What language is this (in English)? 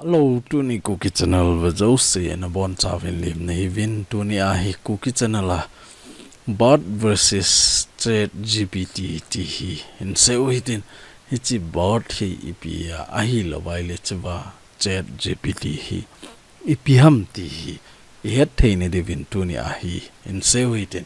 Thado Chin